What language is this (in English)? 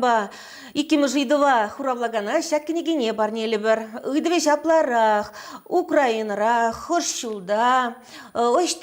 Chuvash